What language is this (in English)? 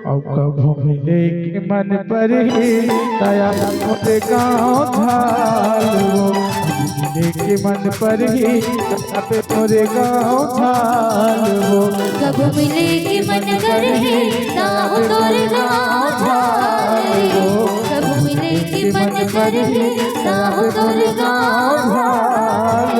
Chhattisgarhi